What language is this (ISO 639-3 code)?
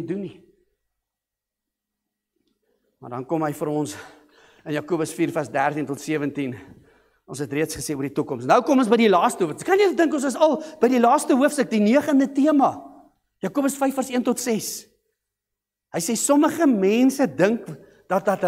afr